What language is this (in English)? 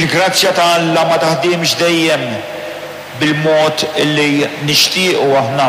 Maltese